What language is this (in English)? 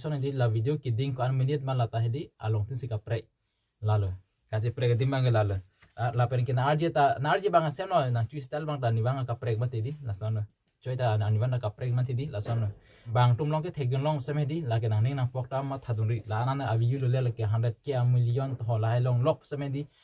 Karbi